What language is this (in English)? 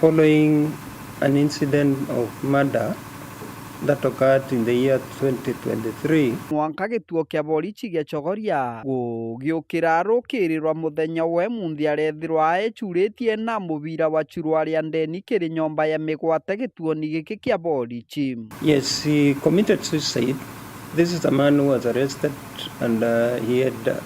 Meru